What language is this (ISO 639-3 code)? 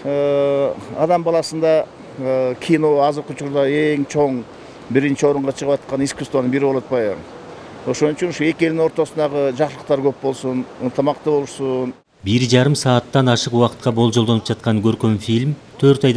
kir